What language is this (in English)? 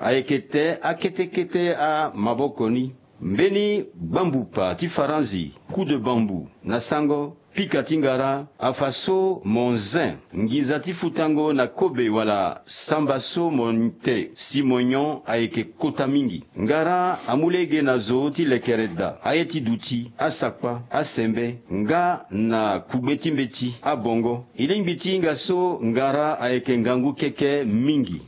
Sango